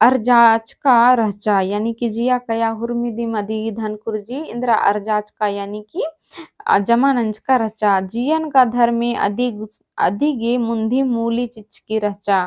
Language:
Kurukh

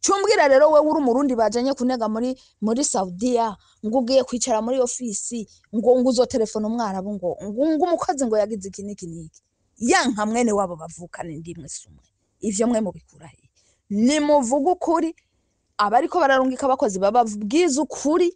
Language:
Rundi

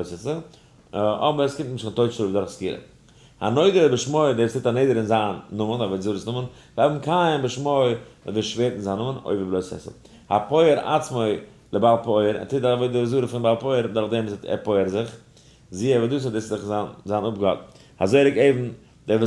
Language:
Yiddish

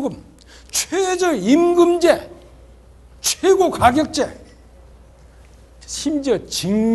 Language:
Korean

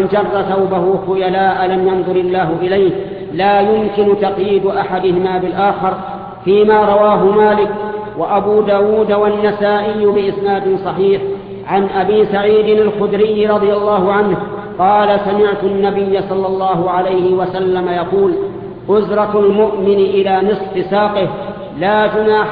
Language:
Arabic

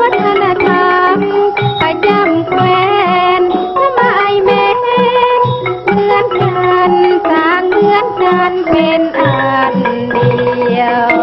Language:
Lao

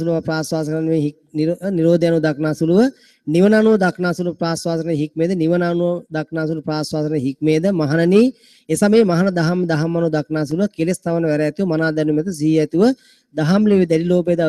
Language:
Sinhala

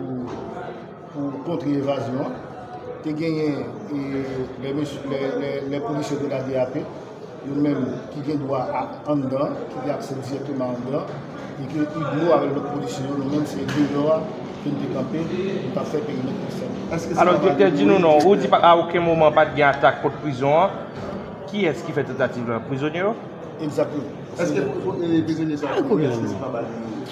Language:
Haitian Creole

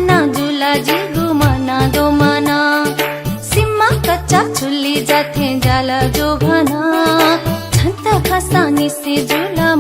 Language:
Newari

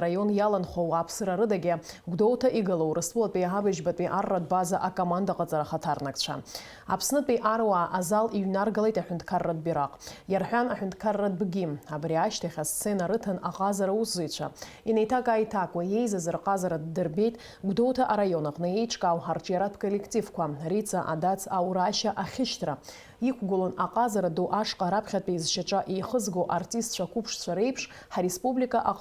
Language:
Abkhazian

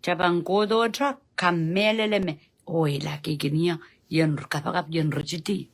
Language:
Pohnpeian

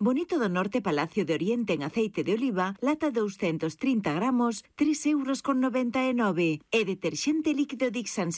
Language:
Galician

